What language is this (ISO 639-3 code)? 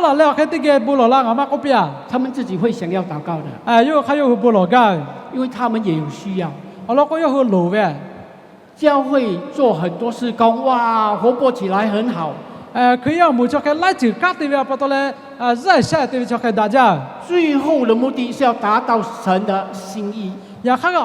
lhu